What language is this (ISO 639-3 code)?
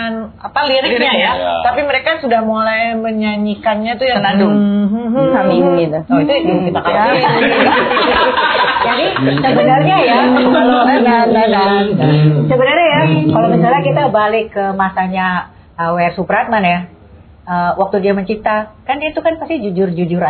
ind